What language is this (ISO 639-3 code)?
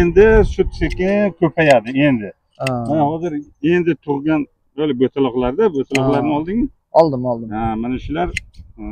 uzb